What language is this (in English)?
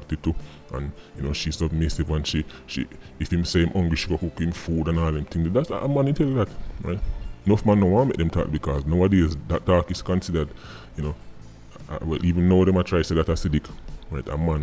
Jamaican Creole English